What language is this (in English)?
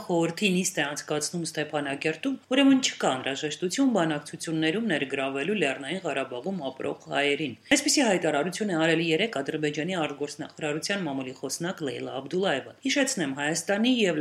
Armenian